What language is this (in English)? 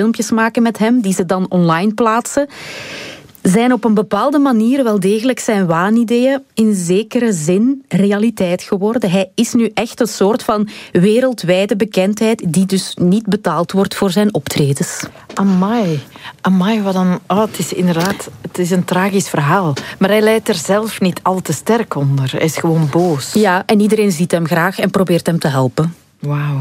Dutch